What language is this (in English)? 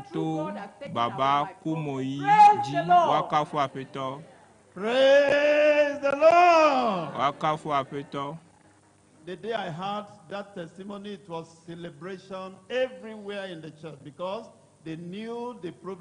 Ewe